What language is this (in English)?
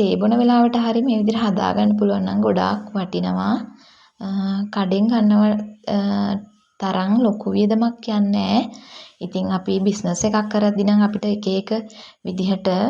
Sinhala